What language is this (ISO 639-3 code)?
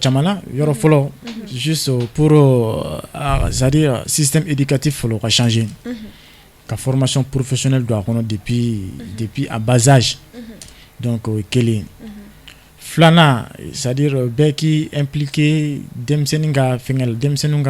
bam